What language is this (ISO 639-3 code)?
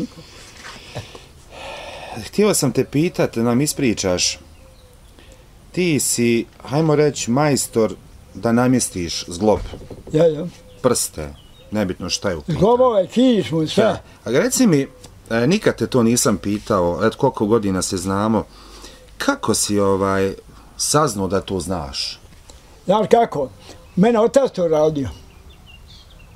bos